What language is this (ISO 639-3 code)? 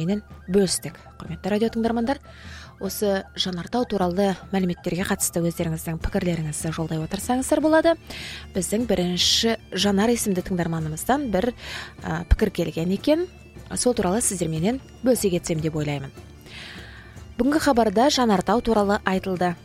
kaz